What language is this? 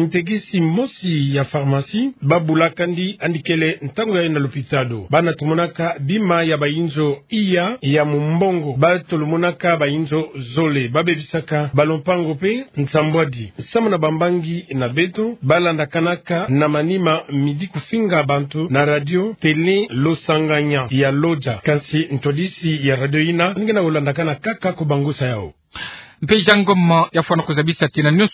Kituba (Democratic Republic of Congo)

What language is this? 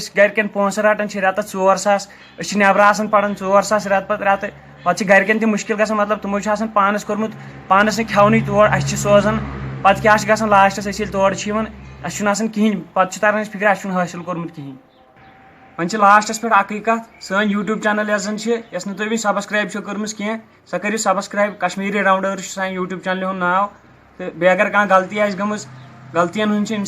Kashmiri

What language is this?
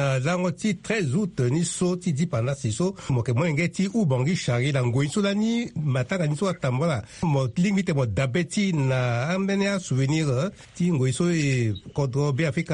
Sango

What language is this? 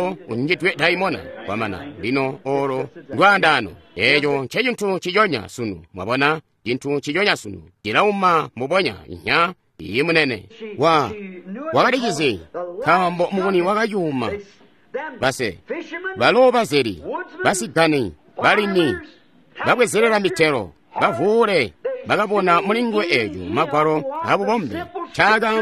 Tonga (Zambia)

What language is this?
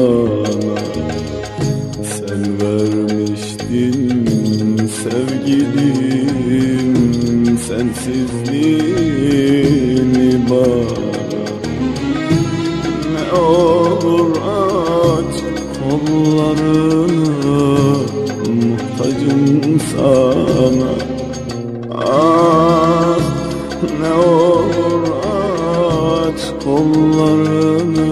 Turkish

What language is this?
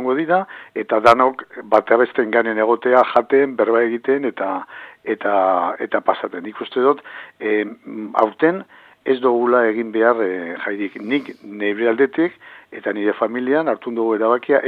Basque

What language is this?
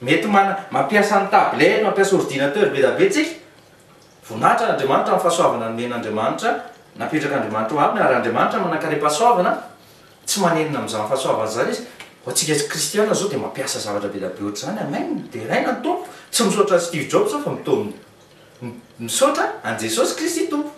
Malagasy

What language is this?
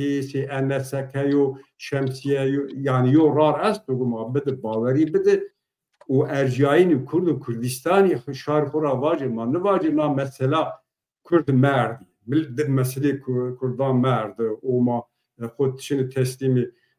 Zaza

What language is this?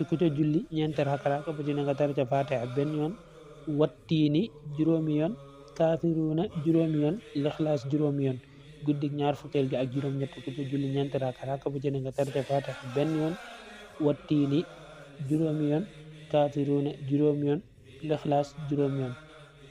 Wolof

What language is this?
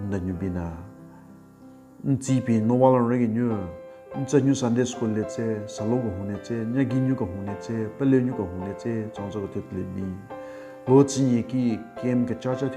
Southern Rengma Naga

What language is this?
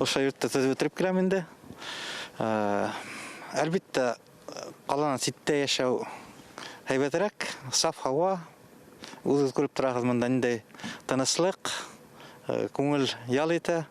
Bashkir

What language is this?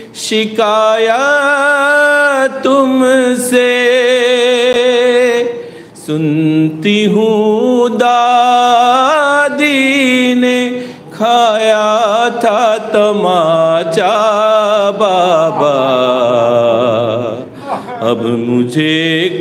Urdu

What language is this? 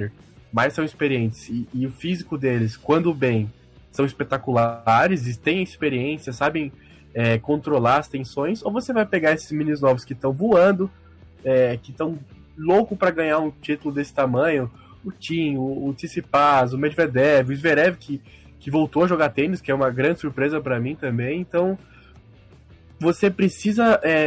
Portuguese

